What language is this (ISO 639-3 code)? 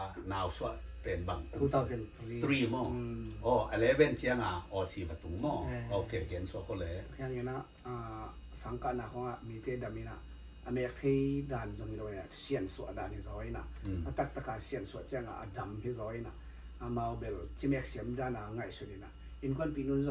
ctd